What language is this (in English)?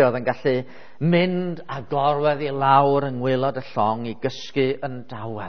Welsh